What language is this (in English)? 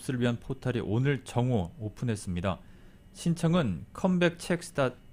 Korean